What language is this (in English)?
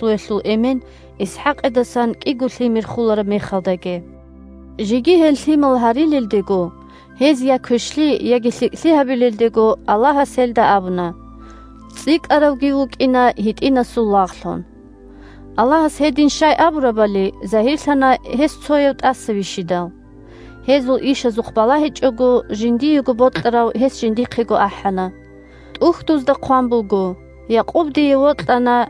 Avaric